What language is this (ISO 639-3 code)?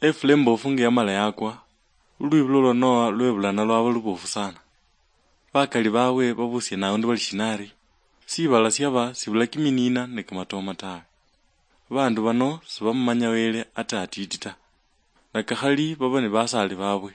luy